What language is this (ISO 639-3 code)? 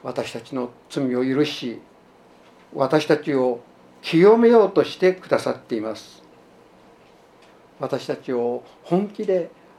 jpn